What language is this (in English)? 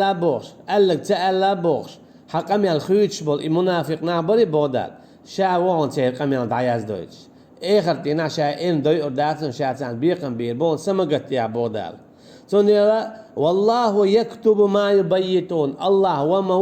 Chechen